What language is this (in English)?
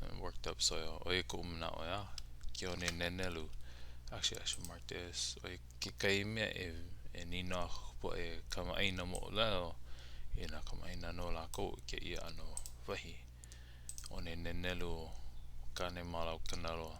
Hawaiian